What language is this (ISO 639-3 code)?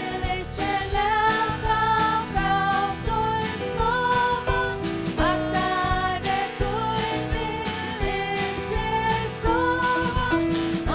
fao